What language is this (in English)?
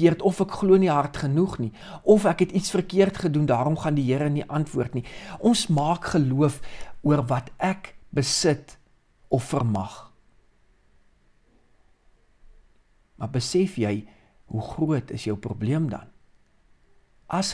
Afrikaans